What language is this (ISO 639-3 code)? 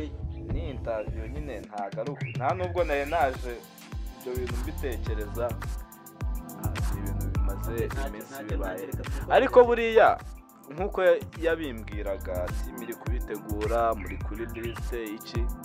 kin